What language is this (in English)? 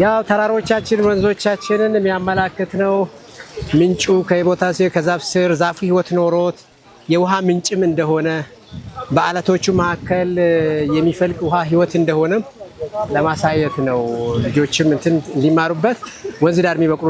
Amharic